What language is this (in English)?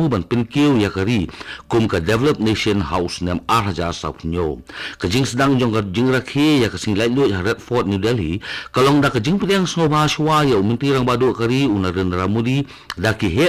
Khasi